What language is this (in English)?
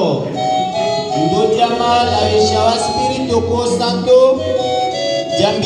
Tetela